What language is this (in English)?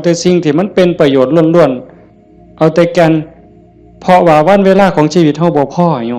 Northeastern Thai